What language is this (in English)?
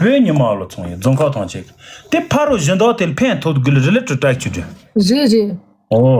Tibetan